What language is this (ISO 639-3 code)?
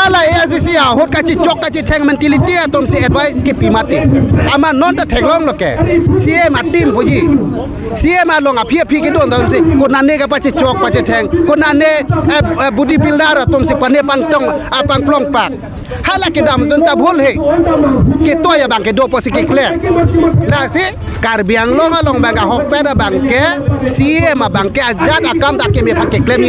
mjw